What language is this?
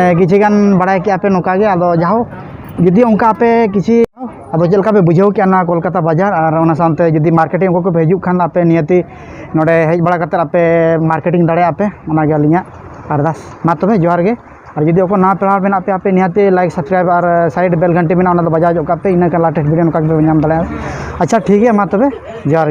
Santali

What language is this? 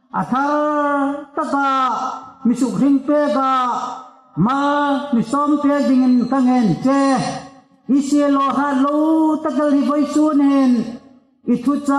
Hmar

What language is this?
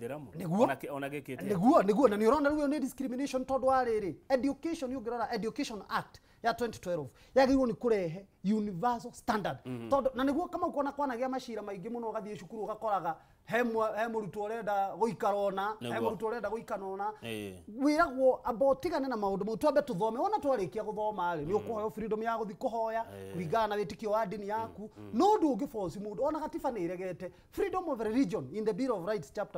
Kikuyu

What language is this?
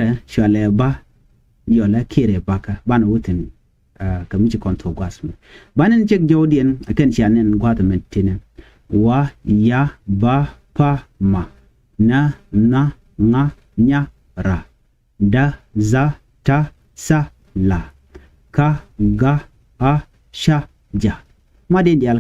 Nuer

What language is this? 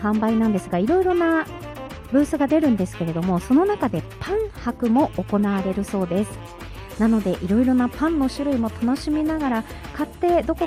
Japanese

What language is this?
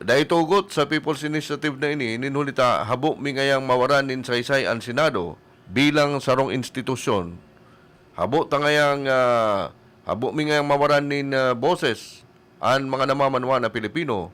Bikol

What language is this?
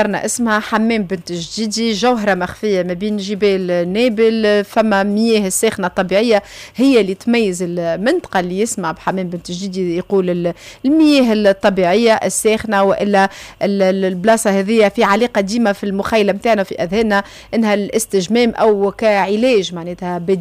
Tunisian Arabic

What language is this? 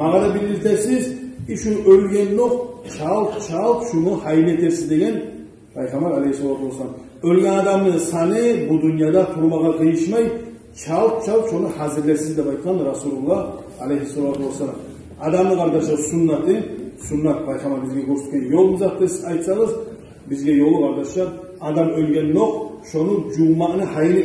Kumyk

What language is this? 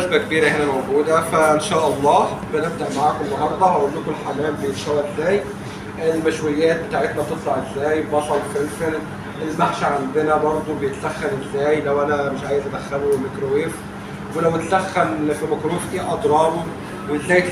Egyptian Arabic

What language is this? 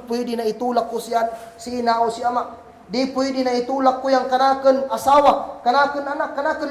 Kagan Kalagan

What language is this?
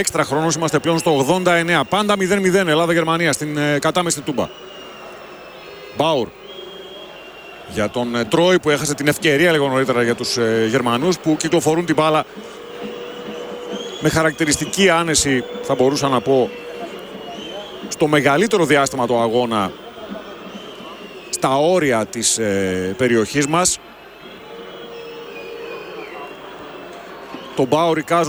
Greek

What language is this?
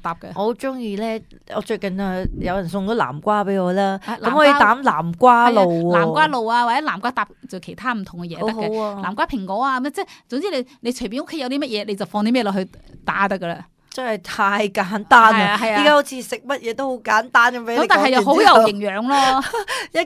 Cantonese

